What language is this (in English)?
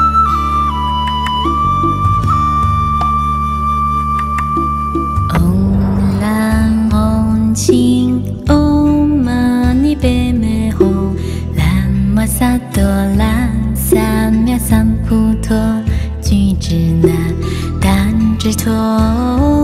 Chinese